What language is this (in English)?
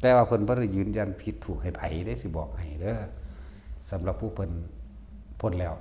Northeastern Thai